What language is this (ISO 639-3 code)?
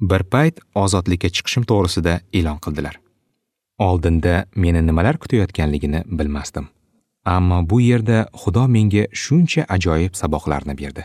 uzb